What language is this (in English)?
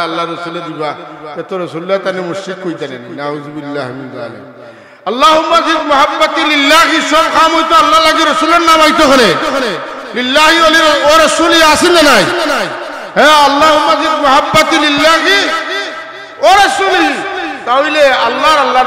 Sylheti